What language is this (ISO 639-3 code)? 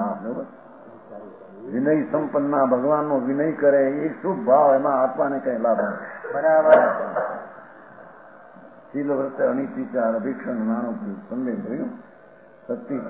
guj